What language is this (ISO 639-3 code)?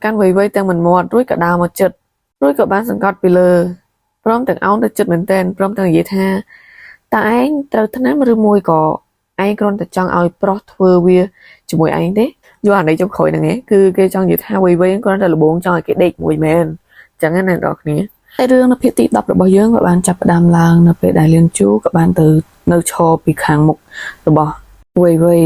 khm